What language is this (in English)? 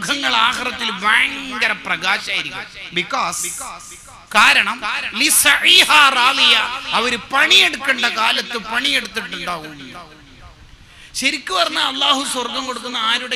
Malayalam